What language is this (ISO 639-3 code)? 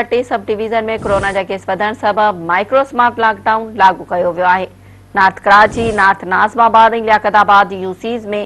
snd